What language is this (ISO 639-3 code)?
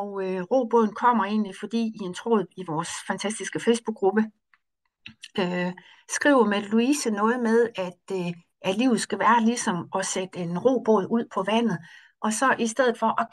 dan